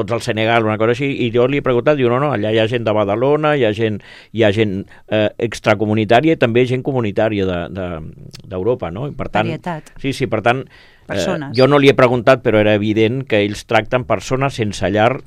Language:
Catalan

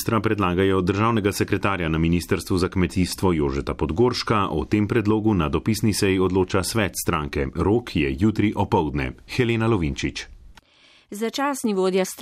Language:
Slovenian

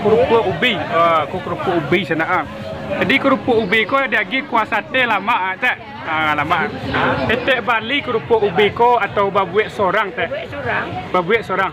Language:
Minangkabau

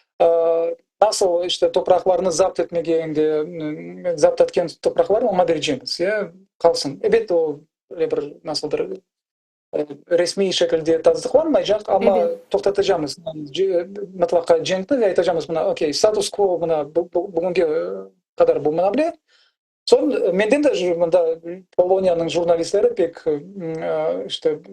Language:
Crimean Tatar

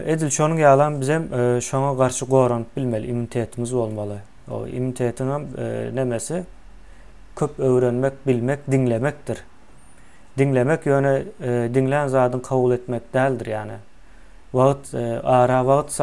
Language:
Turkmen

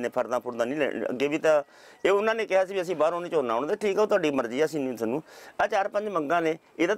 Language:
Punjabi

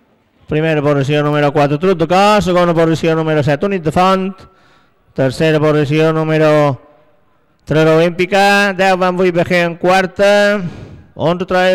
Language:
Catalan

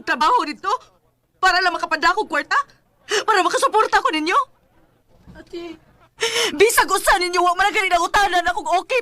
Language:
Cebuano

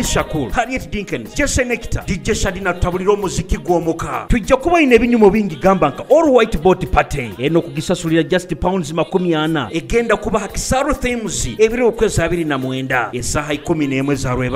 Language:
Nyoro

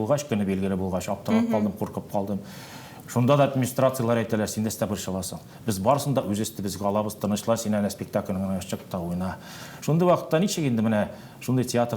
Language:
Tatar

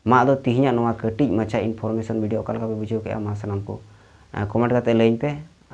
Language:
Santali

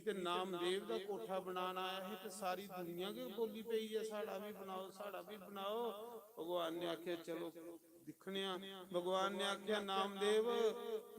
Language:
Dogri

